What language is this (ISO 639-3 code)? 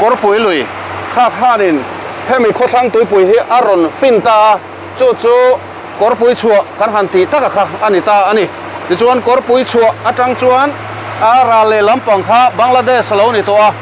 lus